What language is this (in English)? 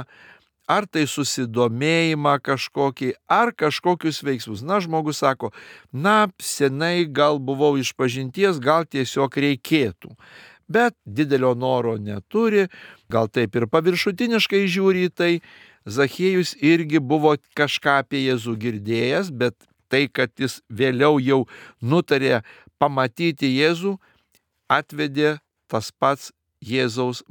Lithuanian